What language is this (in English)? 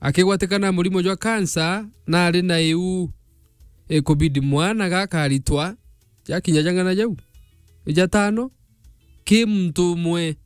Meru